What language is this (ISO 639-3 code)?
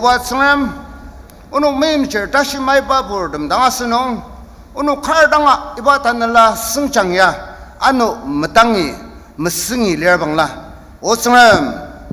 njo